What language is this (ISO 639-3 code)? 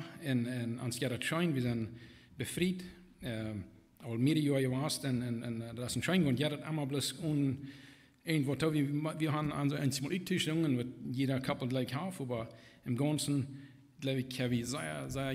pdt